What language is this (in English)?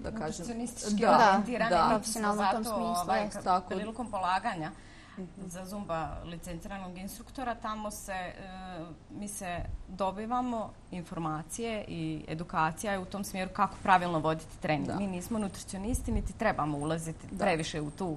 Bosnian